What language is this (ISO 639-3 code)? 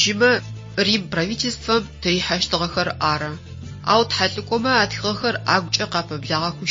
ady